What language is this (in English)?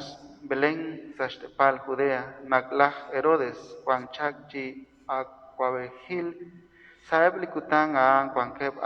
Kekchí